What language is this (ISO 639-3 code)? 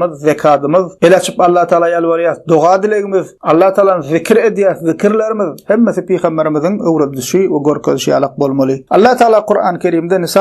tuk